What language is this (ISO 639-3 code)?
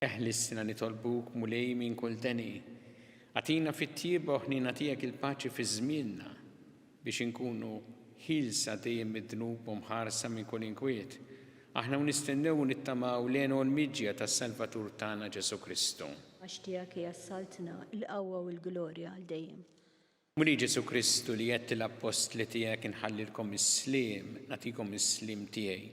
mlt